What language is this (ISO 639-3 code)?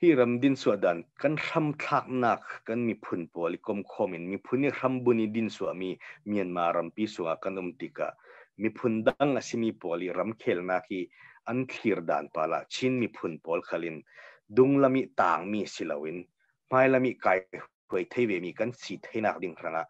cnh